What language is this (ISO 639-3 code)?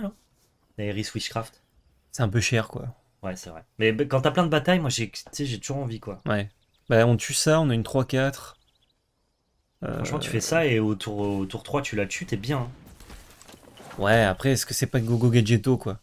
fra